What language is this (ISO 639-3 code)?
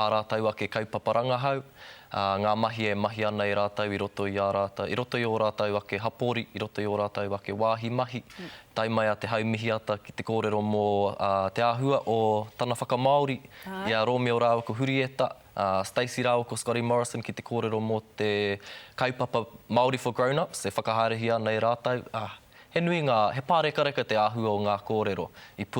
mri